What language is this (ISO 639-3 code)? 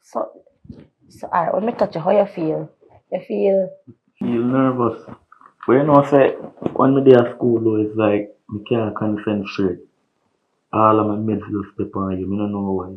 jam